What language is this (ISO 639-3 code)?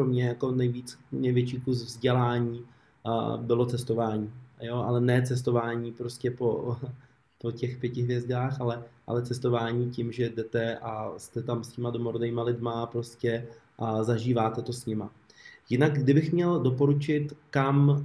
ces